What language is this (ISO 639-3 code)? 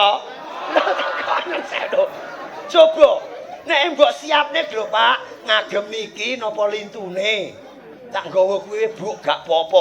jav